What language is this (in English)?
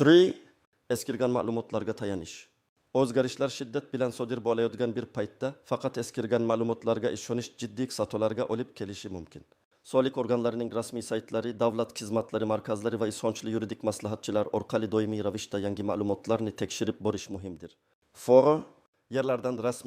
Uzbek